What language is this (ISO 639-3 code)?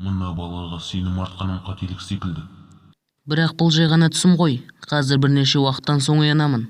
kaz